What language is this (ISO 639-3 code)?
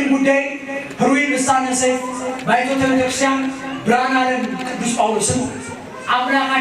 amh